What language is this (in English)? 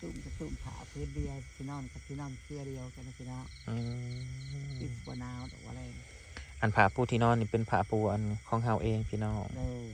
Northeastern Thai